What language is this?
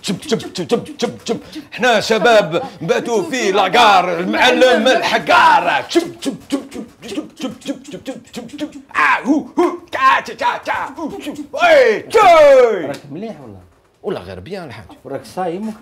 Algerian Arabic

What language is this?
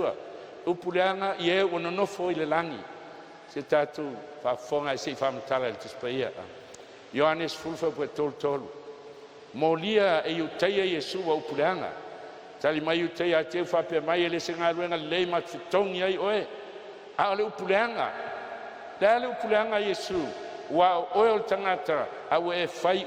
Samoan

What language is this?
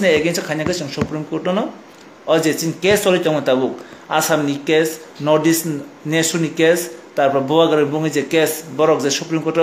Kok Borok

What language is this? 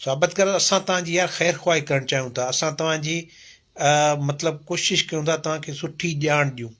Sindhi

